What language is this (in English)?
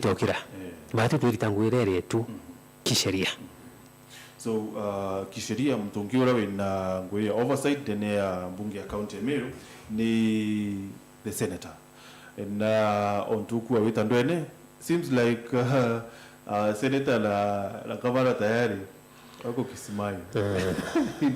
Meru